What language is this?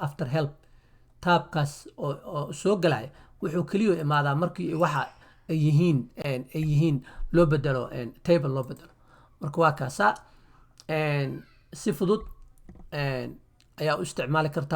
Somali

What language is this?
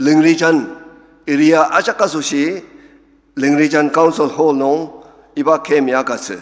Ao Naga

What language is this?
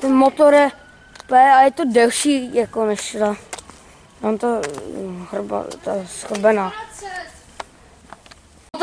Czech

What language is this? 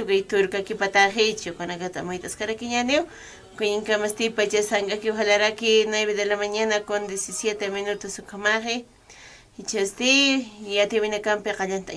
Aymara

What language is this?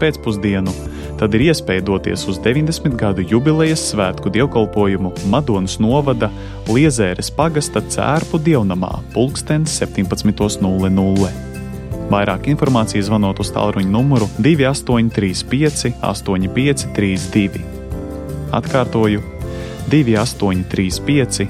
Latvian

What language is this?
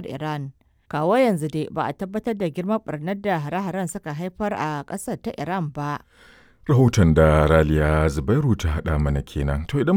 Hausa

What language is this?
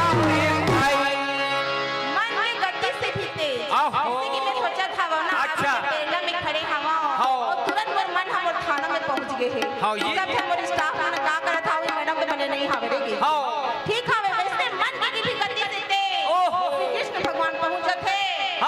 Chhattisgarhi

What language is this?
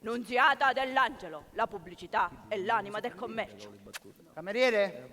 Sicilian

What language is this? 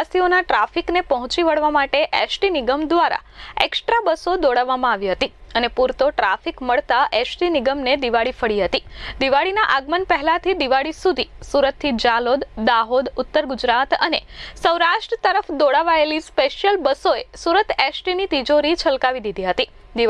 Gujarati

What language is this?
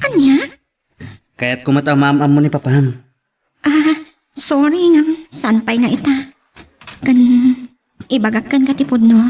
Iloko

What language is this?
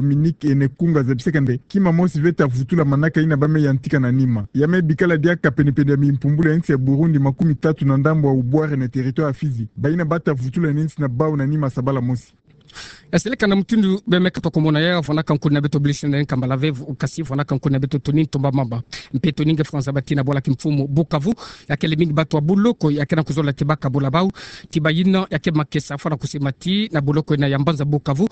Kituba (Democratic Republic of Congo)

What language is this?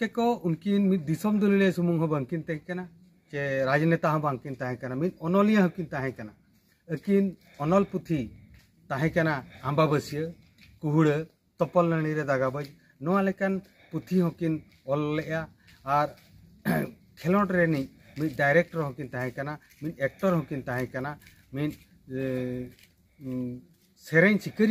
Santali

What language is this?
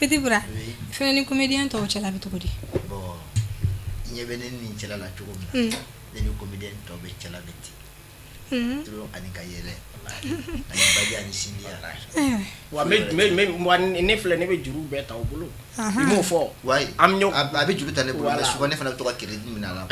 Bambara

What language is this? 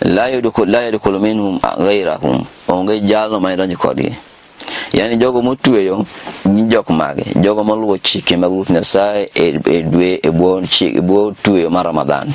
Luo (Kenya and Tanzania)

